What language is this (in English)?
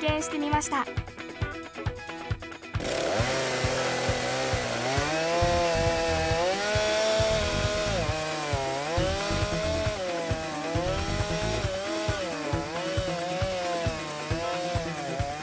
Japanese